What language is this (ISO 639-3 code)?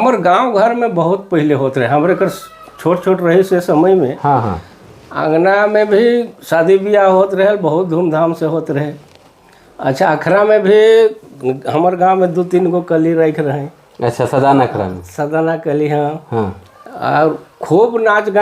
sck